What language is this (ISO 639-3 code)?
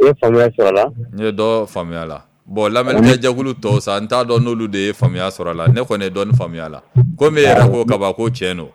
bam